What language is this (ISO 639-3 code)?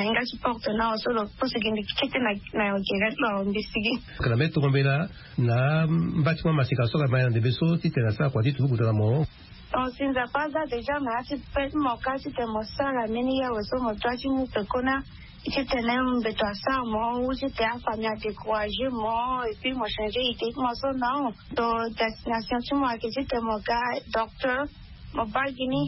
sag